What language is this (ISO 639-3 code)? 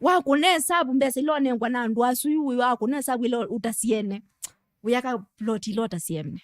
kam